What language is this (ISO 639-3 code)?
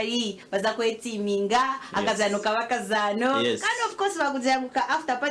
nyn